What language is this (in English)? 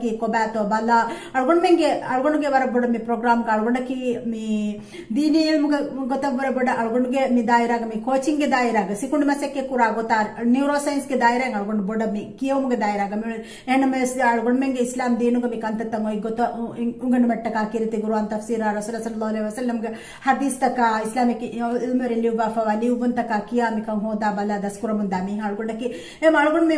Divehi